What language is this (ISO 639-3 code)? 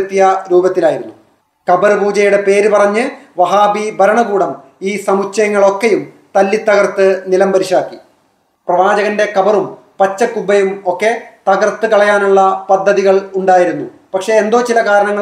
mal